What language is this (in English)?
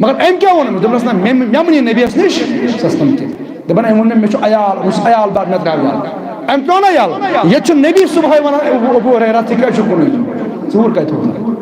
Kashmiri